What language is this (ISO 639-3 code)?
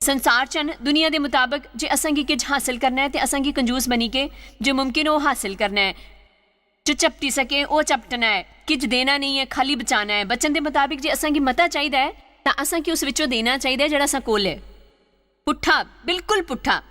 doi